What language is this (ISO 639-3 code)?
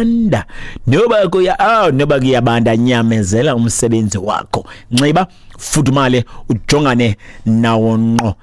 xho